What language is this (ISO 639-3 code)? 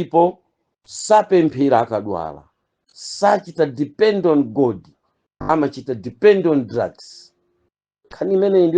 nya